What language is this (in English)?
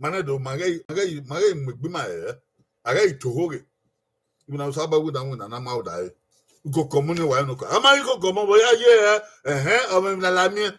Bini